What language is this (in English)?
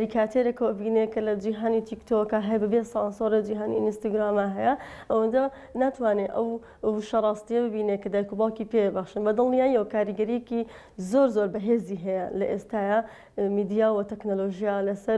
Central Kurdish